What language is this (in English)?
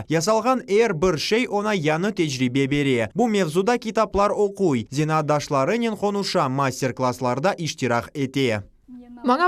Crimean Tatar